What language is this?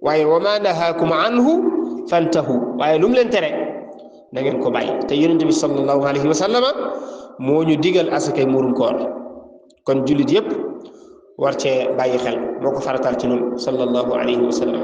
Wolof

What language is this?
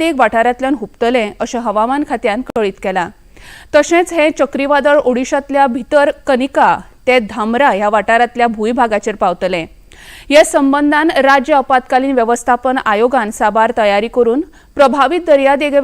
Konkani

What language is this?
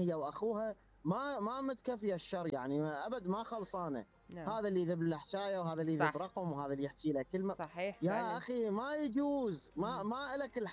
Mesopotamian Arabic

